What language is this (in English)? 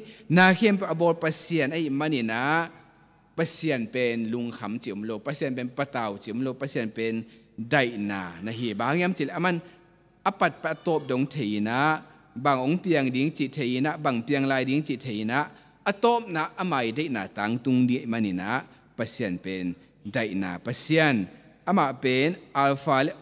Tedim Chin